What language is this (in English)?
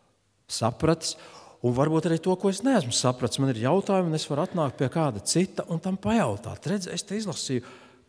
Latvian